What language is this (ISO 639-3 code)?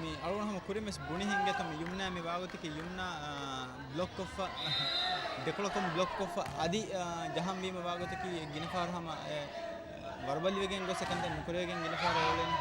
div